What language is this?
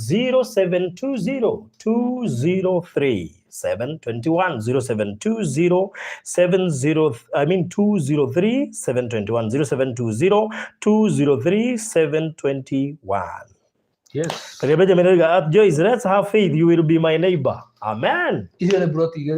Kikuyu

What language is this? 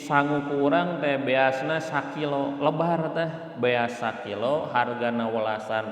Sundanese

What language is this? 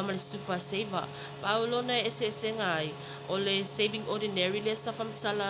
Samoan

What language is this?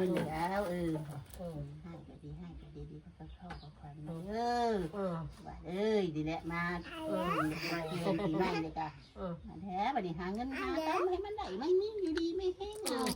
Northeastern Thai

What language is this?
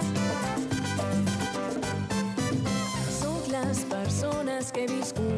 Catalan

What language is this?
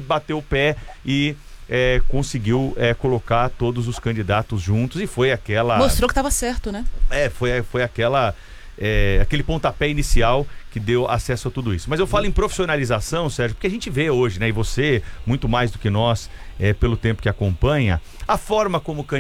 Portuguese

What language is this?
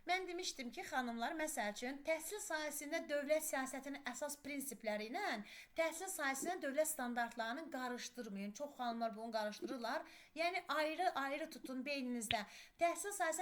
Azerbaijani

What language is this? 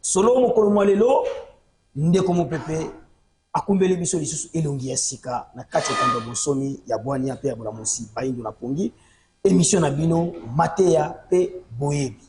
Lingala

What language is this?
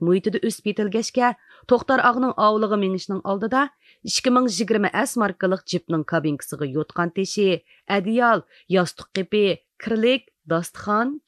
Uyghur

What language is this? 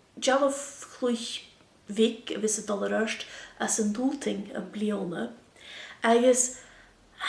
Scottish Gaelic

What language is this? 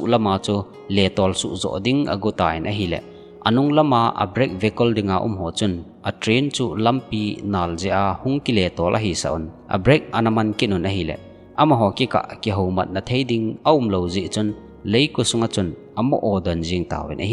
Thado Chin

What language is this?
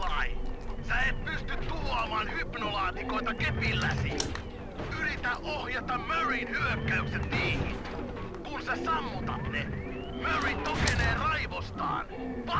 Finnish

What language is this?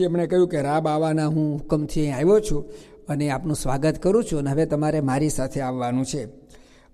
Gujarati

